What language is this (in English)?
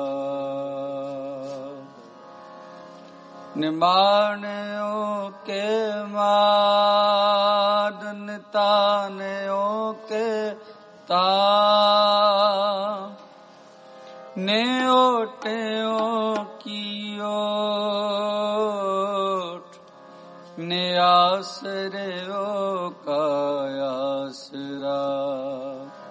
Punjabi